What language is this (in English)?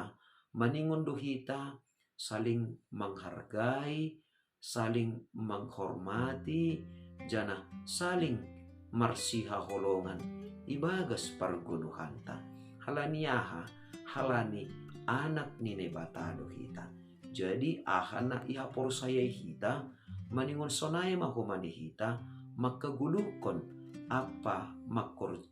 Batak Simalungun